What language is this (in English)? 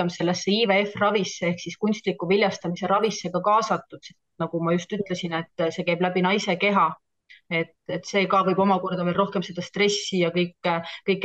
Estonian